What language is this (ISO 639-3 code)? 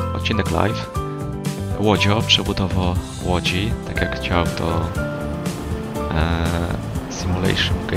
pol